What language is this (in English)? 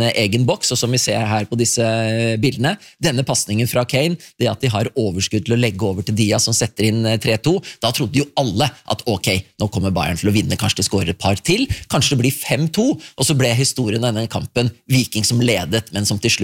Norwegian